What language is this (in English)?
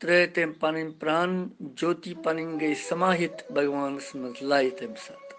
Kashmiri